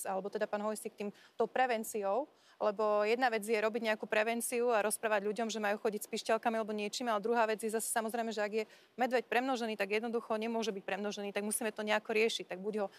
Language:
Slovak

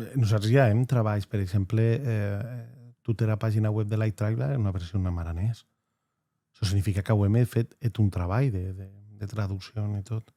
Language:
Occitan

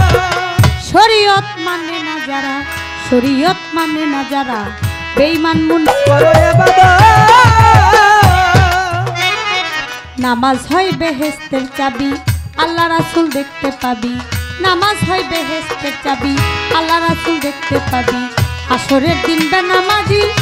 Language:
Bangla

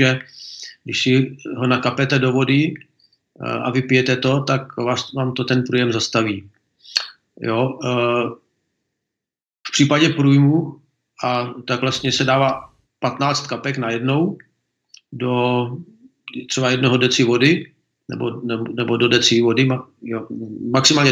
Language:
Czech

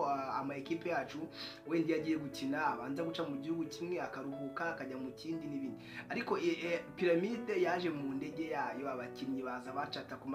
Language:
Kinyarwanda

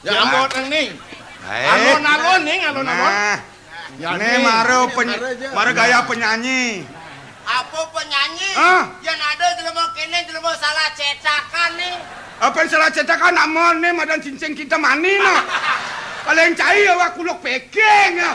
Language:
Balinese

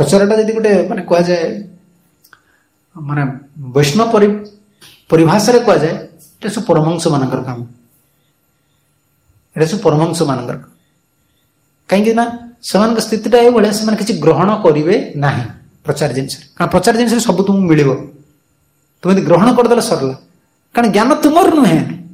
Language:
Odia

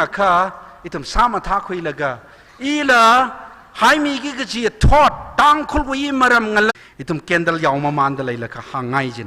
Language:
Tangkhul Naga (India)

